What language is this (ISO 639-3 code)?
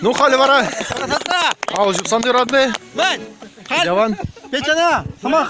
chv